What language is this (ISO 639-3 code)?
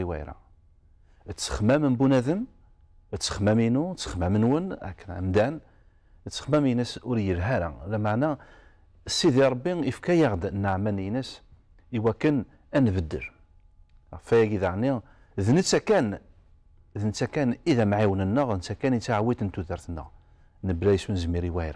kab